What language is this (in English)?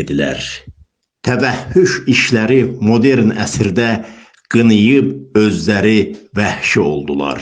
Azerbaijani